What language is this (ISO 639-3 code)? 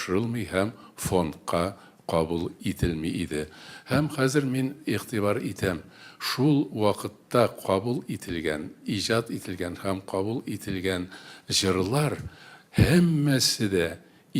tat